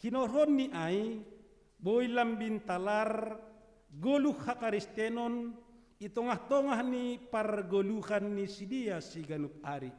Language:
Batak Simalungun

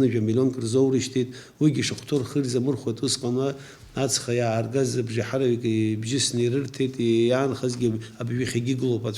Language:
Abkhazian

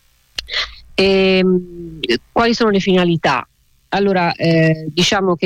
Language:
Italian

